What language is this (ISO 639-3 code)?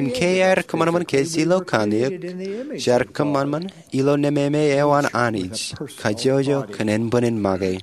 mah